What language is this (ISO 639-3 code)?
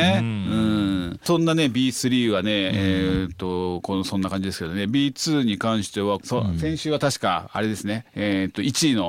jpn